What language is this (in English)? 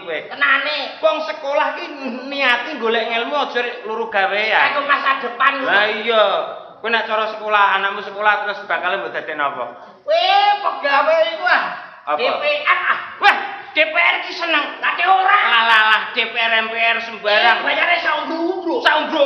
Javanese